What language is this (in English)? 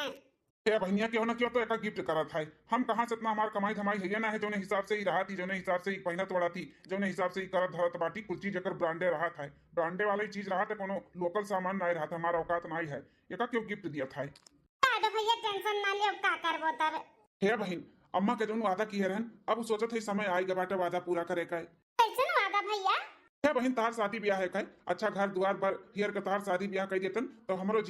Awadhi